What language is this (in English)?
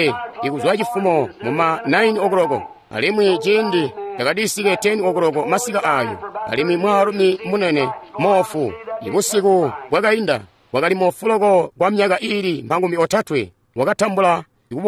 Tonga (Zambia)